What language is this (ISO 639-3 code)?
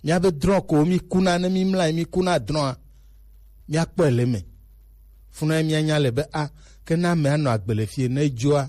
gej